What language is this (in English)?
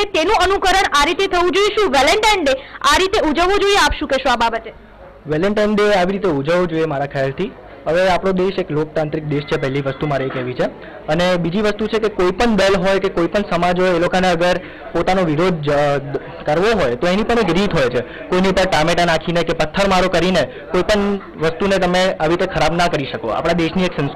Gujarati